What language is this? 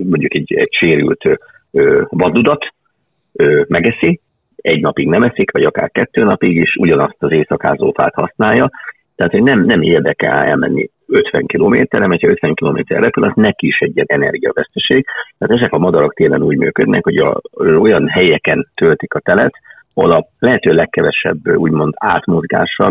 Hungarian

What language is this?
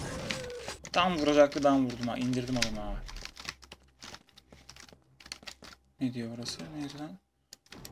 Turkish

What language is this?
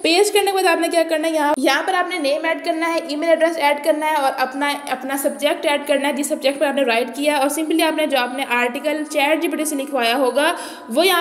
Hindi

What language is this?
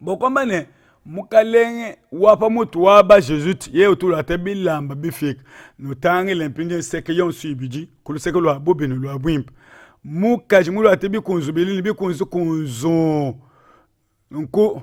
Luba-Lulua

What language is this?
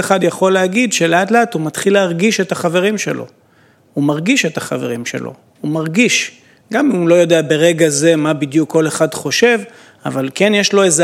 Hebrew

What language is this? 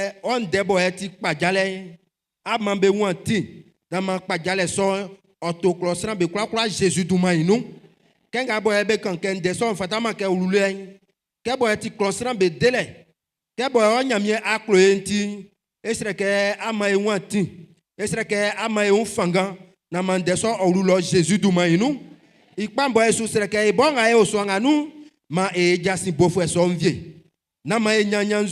Baoulé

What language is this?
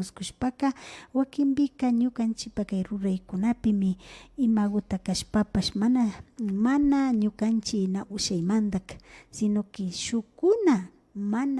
Imbabura Highland Quichua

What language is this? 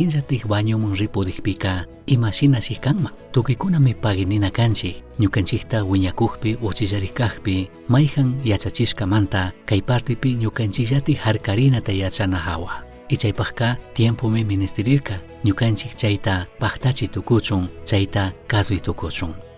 Chimborazo Highland Quichua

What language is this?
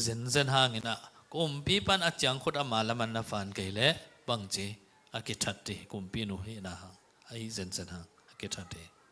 Tedim Chin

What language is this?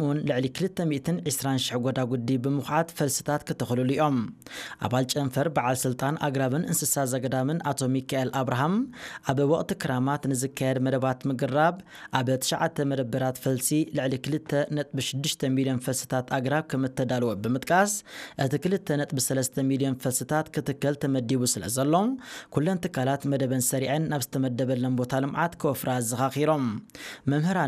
Tigrinya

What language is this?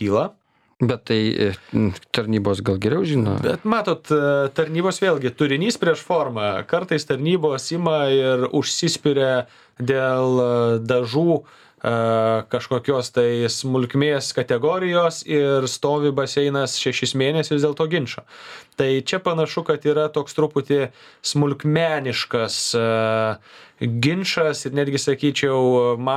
Lithuanian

